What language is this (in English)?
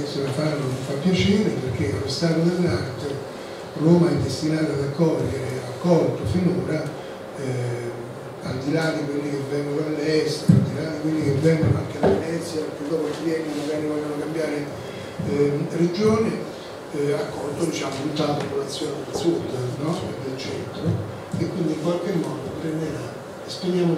Italian